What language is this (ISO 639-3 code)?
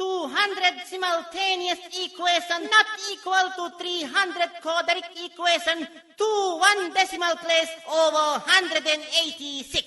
div